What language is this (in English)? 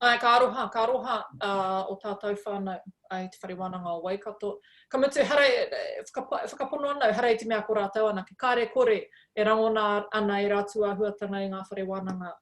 Māori